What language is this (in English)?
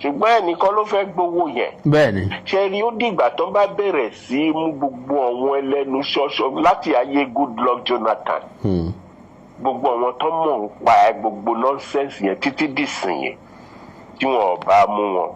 Yoruba